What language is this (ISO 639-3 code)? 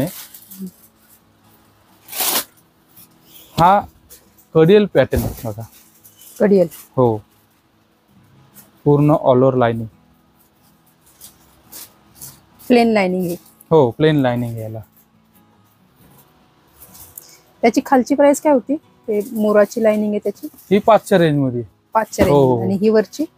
mar